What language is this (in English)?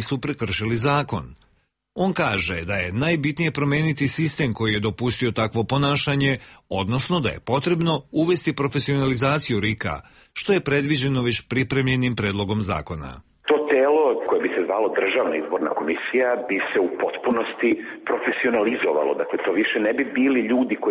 Serbian